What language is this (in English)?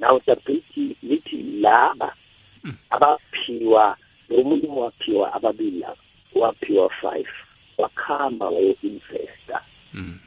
South Ndebele